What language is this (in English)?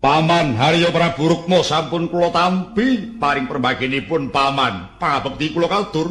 Javanese